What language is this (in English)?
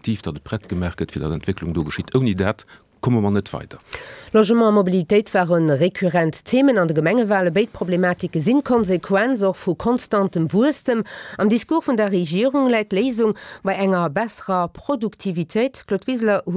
Luxembourgish